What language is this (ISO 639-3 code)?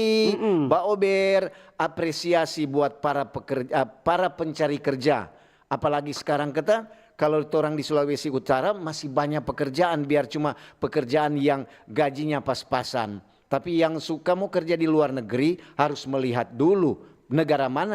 xmm